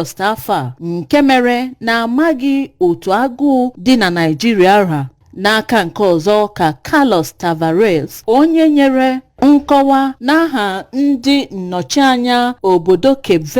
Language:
Igbo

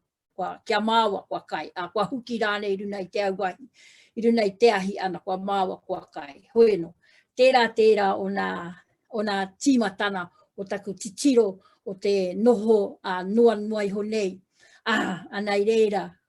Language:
Māori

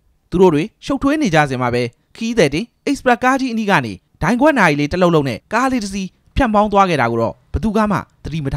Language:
Burmese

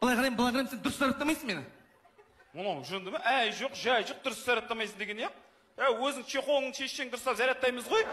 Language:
Kazakh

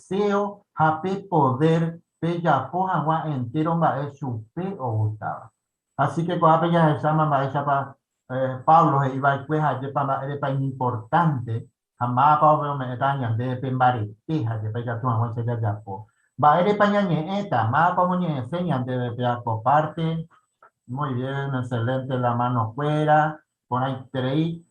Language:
Guarani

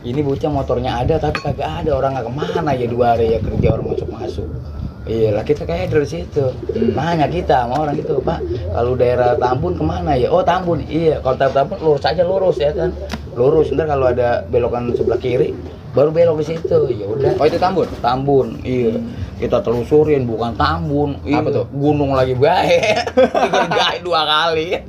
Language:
Betawi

